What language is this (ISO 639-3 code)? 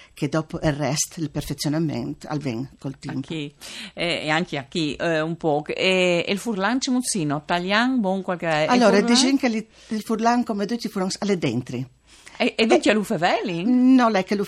fur